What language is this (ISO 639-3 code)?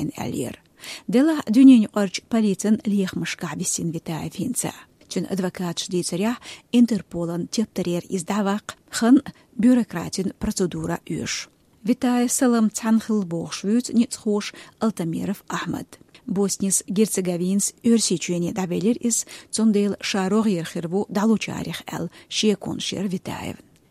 che